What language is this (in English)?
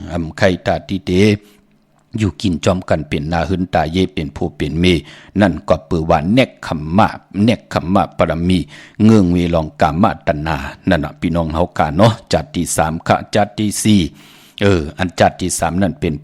Shan